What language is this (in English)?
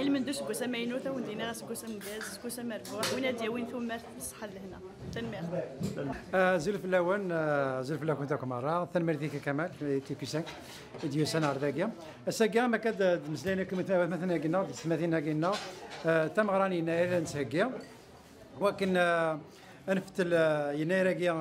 Kabyle